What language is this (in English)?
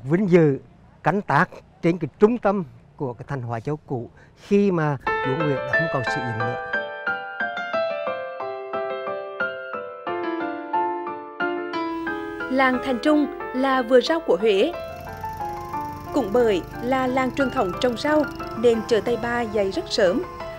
Vietnamese